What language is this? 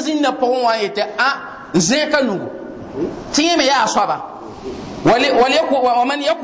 Mossi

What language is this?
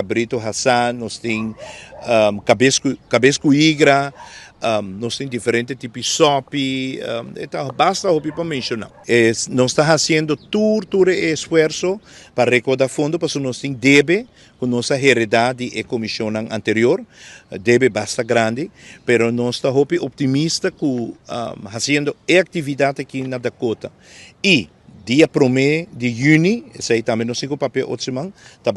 Papiamento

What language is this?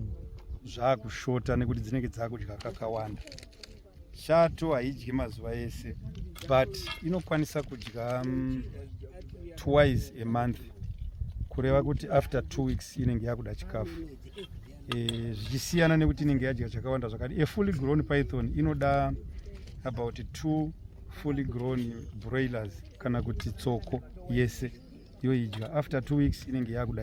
Shona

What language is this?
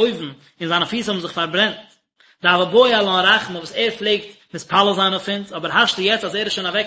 Yiddish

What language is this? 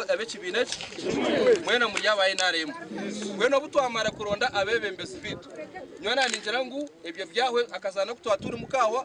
Nyankole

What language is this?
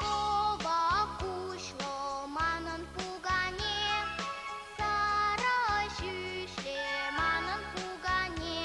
Chuvash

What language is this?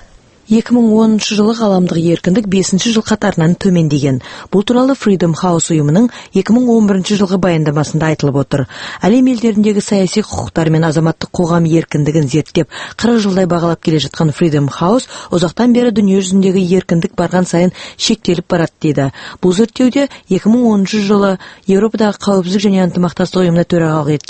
Kazakh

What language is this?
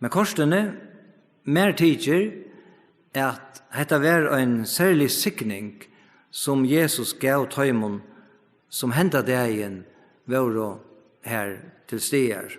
Faroese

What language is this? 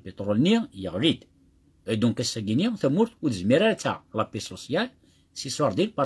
Kabyle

